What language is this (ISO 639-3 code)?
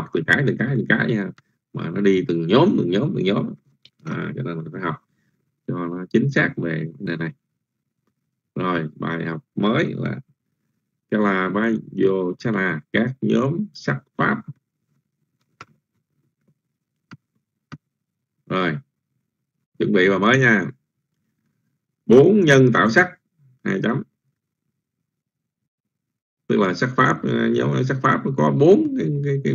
vie